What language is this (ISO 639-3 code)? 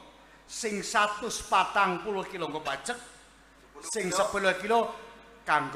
jav